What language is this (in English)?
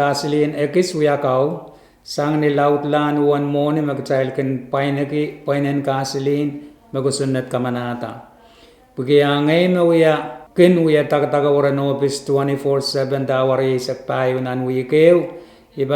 Pohnpeian